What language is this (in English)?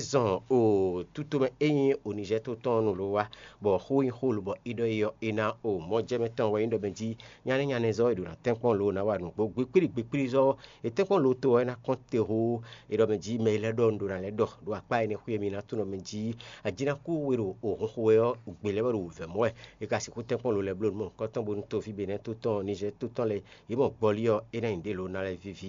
Fon